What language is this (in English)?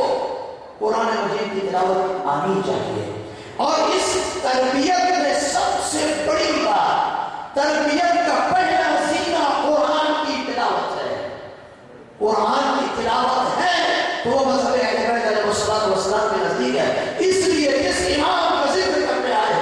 Urdu